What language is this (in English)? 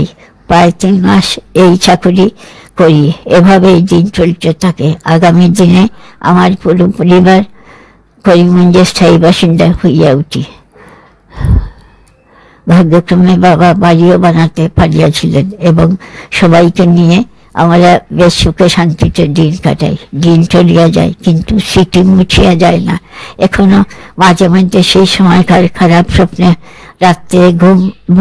Bangla